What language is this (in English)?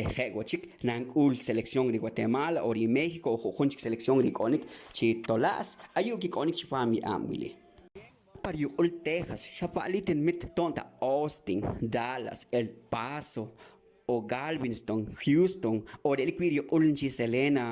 Poqomchi'